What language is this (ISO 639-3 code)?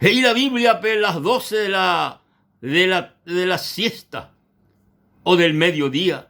grn